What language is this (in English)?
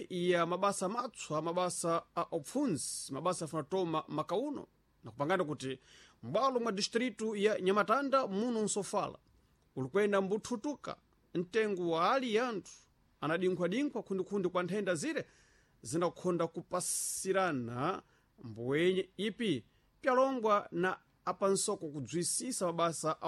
Sena